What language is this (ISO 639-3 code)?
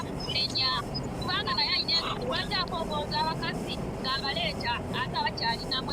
lug